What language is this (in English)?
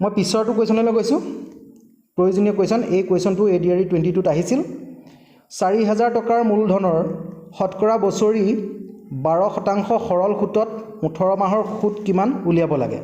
Assamese